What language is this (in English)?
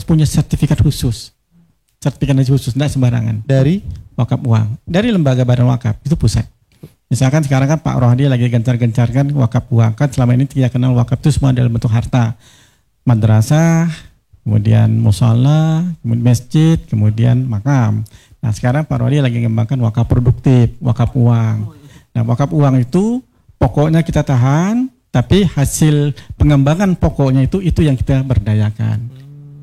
Indonesian